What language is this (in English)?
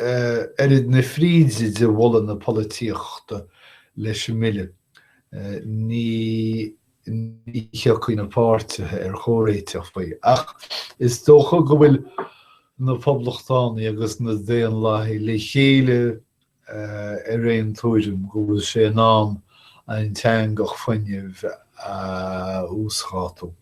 Irish